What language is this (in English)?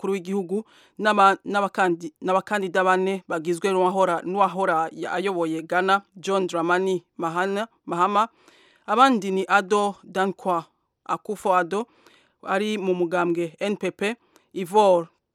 Kinyarwanda